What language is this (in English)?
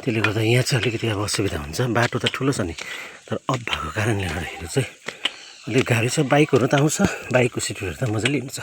Nepali